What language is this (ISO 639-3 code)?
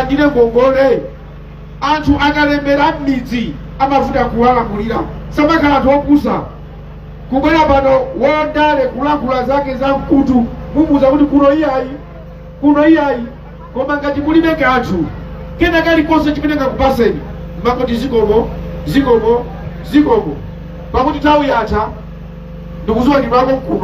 nya